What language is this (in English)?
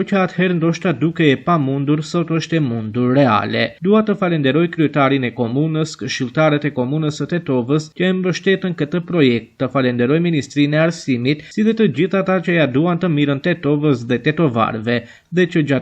Albanian